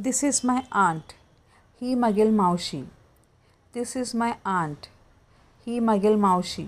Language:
Konkani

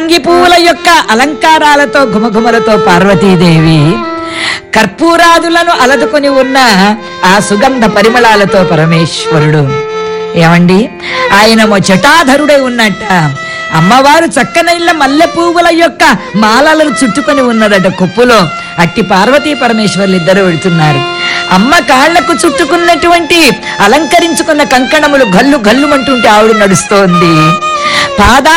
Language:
Telugu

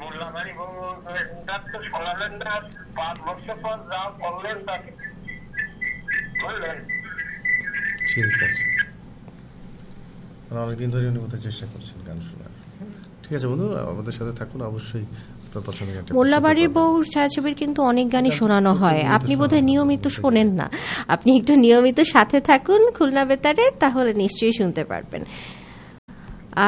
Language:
Bangla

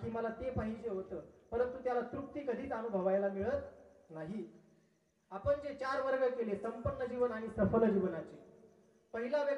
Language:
Marathi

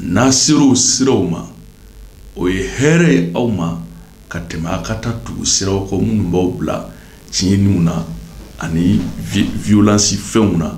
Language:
Bambara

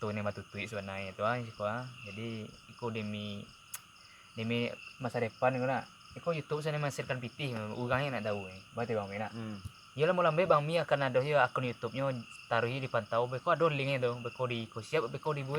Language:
Minangkabau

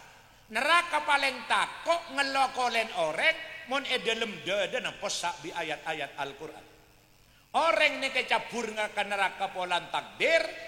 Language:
Madurese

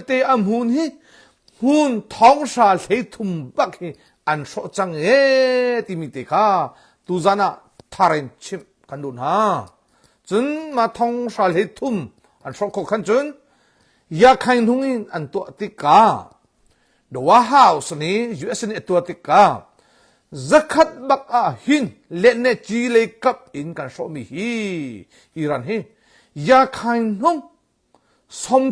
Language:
Hakha Chin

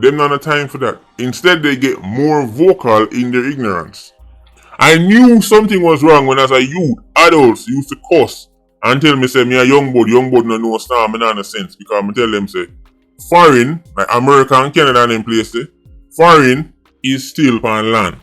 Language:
Jamaican Creole English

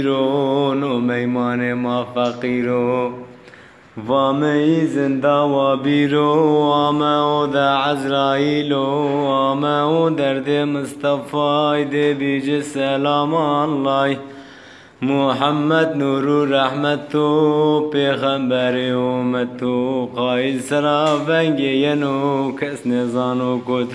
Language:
Zaza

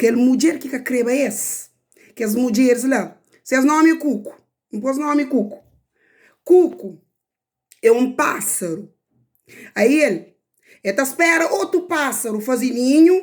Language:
Kabuverdianu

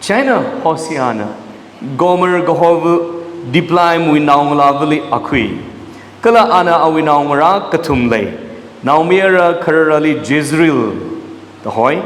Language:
Tangkhul Naga (India)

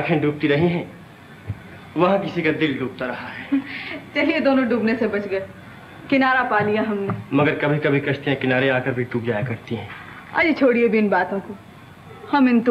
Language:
Hindi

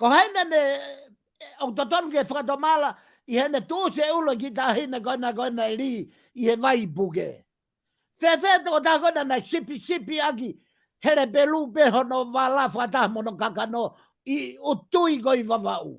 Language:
Tongan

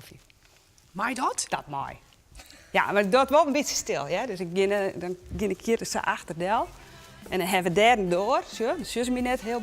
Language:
Western Frisian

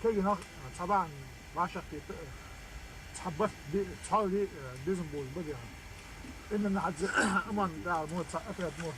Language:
Ingush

